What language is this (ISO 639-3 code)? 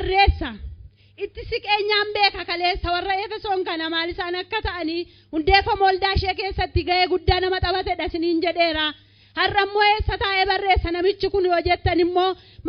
orm